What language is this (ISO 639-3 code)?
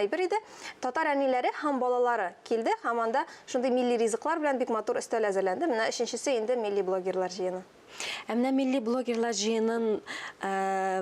tat